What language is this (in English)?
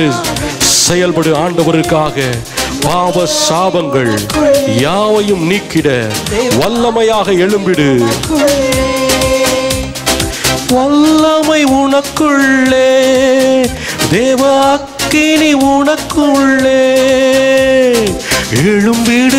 Tamil